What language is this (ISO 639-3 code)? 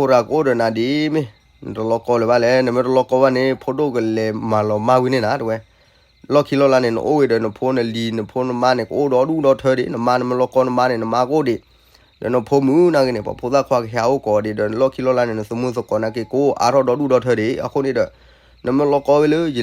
ksw